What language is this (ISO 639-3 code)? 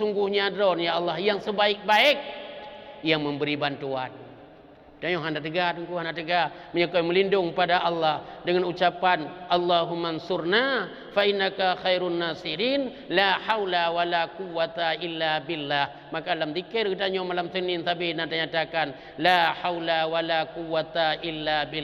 ace